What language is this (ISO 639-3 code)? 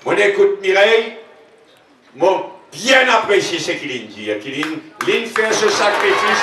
mfe